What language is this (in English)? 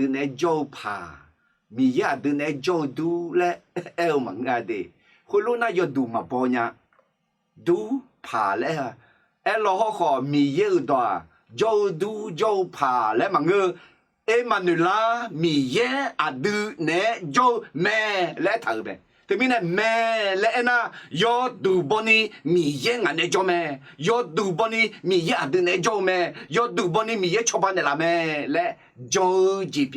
Akha